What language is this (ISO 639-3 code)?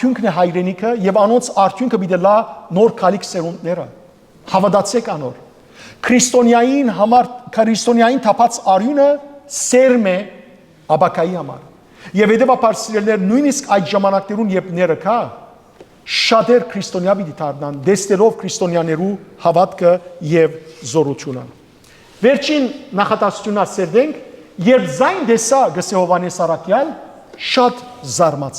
hyw